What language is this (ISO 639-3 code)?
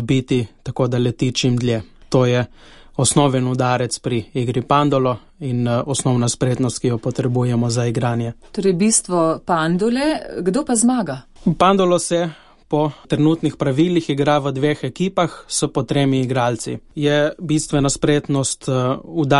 slv